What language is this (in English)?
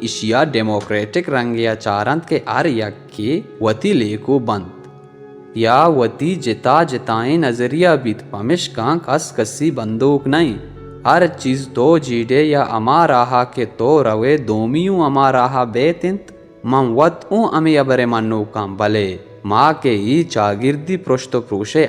Baluchi